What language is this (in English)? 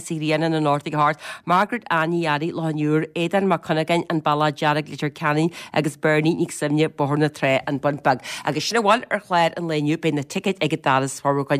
Irish